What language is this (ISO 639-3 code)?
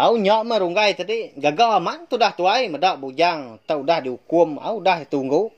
iba